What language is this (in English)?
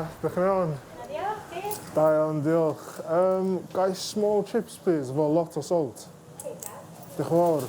Welsh